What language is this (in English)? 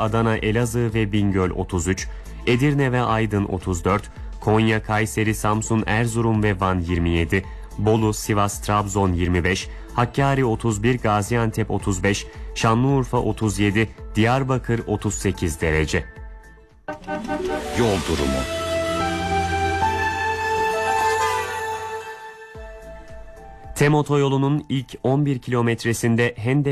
Turkish